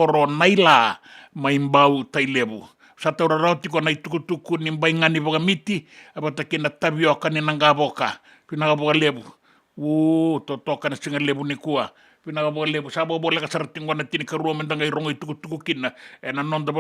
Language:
Fijian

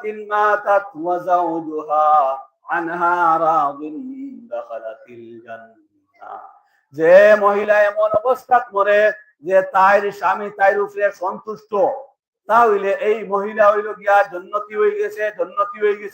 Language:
Sylheti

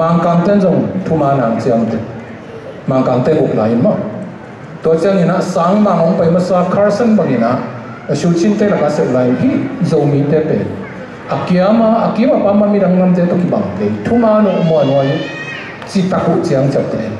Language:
Tedim Chin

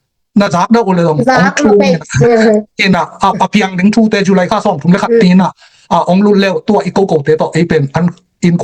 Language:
Tedim Chin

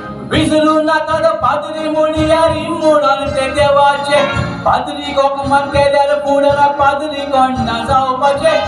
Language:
Konkani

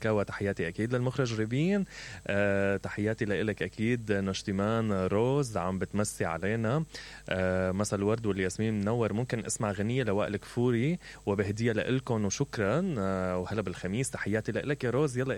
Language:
Mesopotamian Arabic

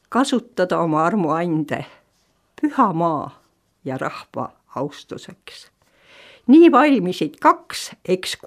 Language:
Estonian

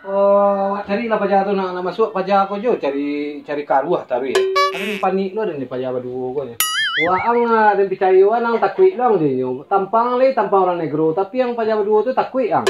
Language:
Minangkabau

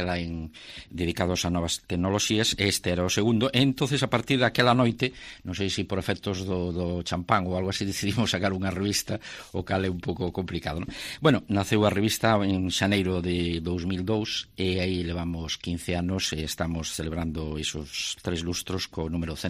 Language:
Galician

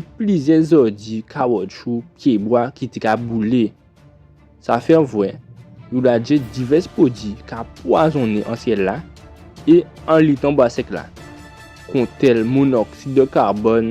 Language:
Guadeloupean Creole French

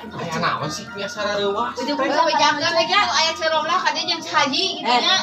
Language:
Sundanese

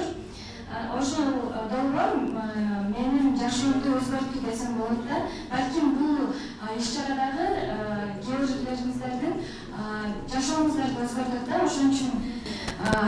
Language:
Kyrgyz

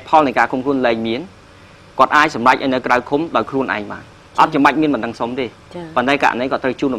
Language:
Khmer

